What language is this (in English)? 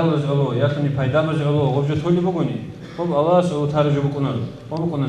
Avaric